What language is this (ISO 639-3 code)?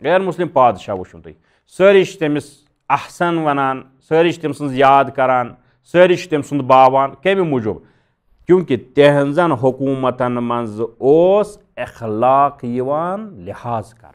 kas